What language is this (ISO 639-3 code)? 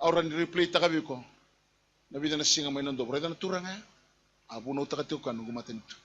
fij